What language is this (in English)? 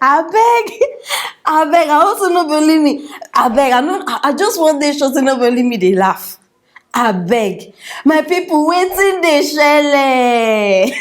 Nigerian Pidgin